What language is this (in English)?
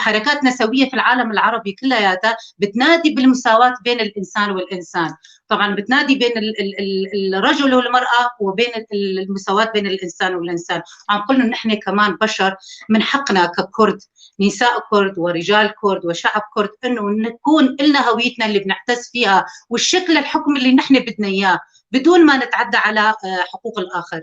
North Levantine Arabic